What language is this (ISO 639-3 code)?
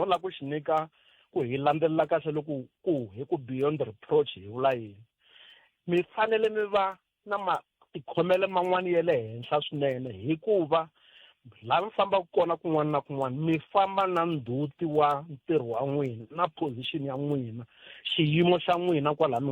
tso